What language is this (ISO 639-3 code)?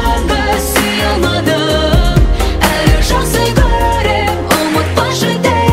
kaz